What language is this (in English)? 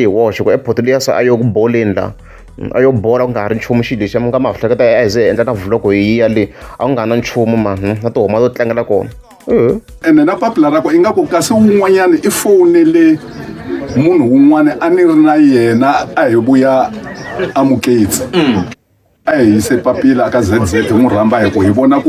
Tsonga